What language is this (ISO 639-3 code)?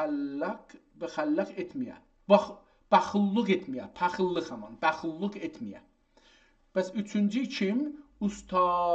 azb